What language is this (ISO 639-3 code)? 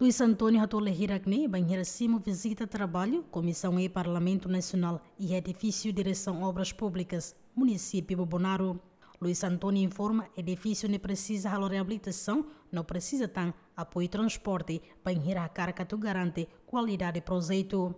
tet